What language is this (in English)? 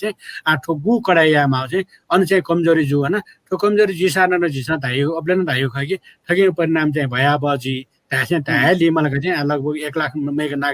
Newari